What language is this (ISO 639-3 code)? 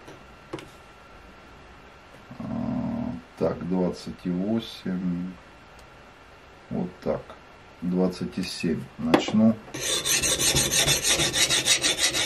rus